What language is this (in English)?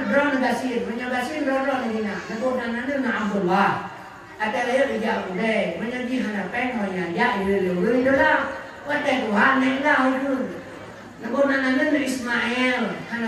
Achinese